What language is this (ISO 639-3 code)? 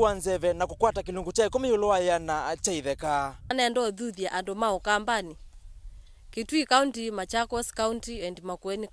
kam